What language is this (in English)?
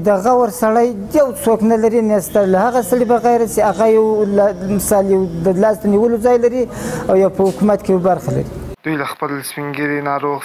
Pashto